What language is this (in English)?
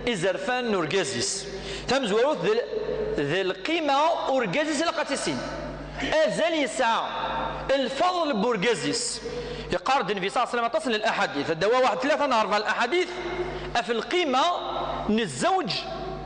Kabyle